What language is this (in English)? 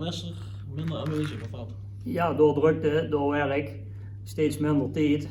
Limburgish